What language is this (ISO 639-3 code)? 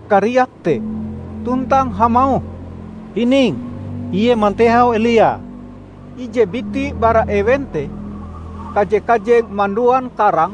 nij